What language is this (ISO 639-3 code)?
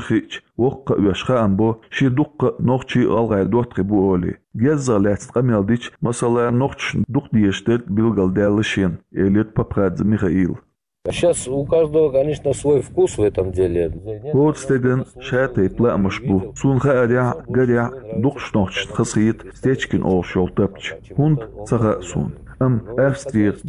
che